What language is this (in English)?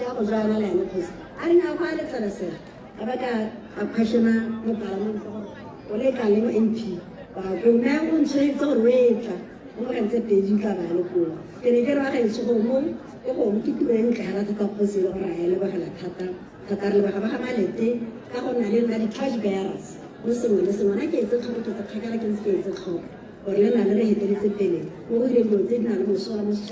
Tswana